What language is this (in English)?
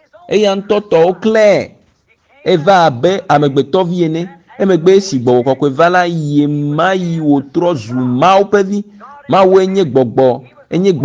Ewe